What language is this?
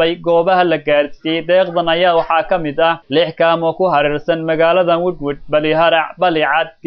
Somali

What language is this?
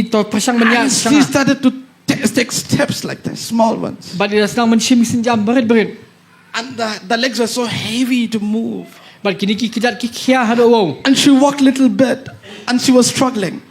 Khasi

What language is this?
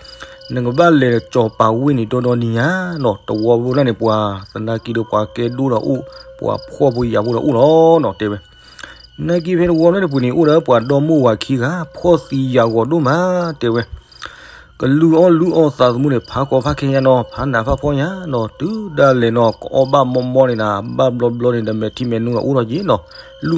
S'gaw Karen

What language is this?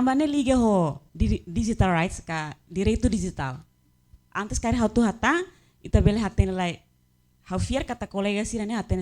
Tetum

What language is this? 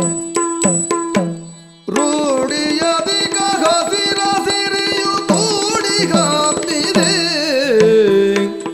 Kannada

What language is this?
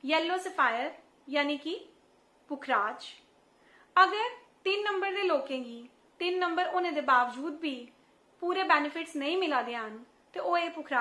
Dogri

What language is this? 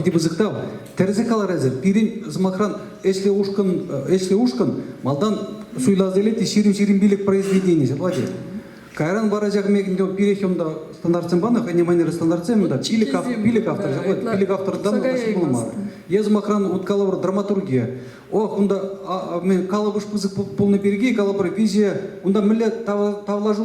Chuvash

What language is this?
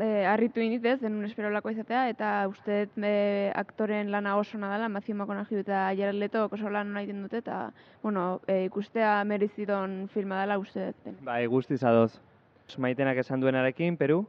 Basque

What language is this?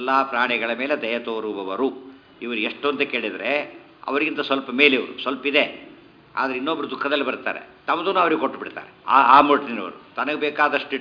Kannada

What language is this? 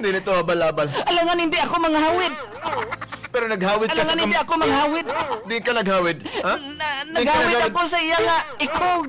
Hiligaynon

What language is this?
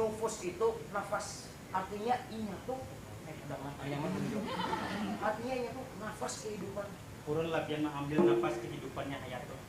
Banjar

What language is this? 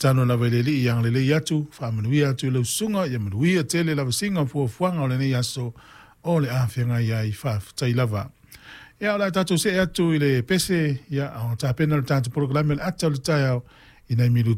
Samoan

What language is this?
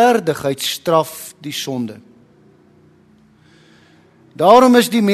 Afrikaans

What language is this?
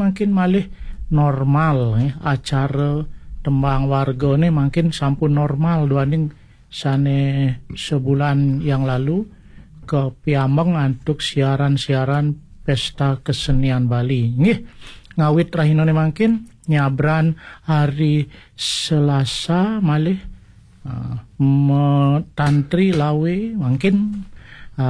Balinese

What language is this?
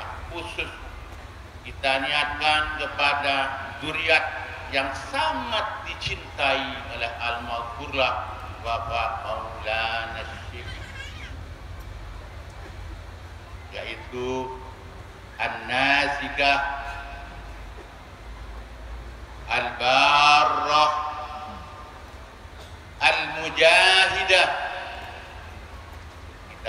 Indonesian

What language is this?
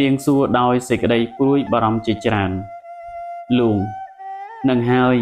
Khmer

